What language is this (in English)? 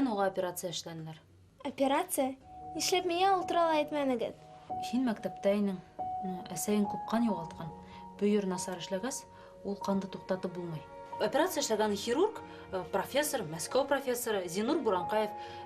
Bashkir